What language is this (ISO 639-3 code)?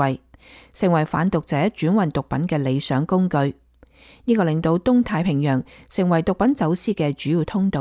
yue